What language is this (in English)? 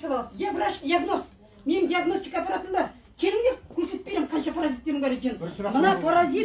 Kazakh